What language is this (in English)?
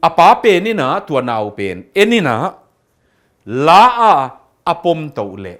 Tedim Chin